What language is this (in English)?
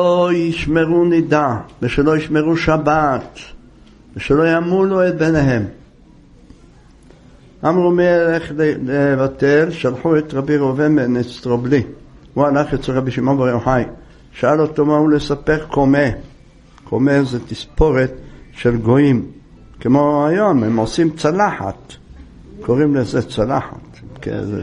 Hebrew